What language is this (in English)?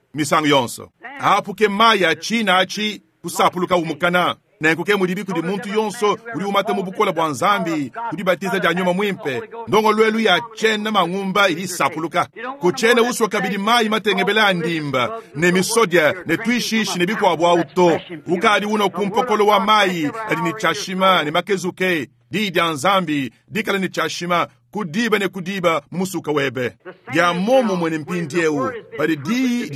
Luba-Lulua